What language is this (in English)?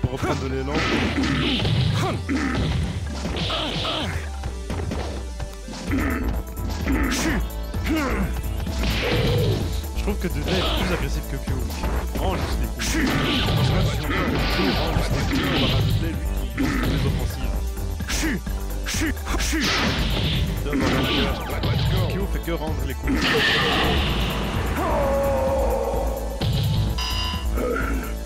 French